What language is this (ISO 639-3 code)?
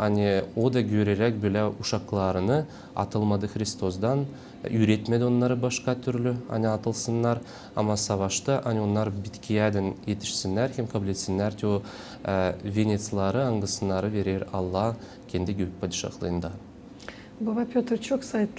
gag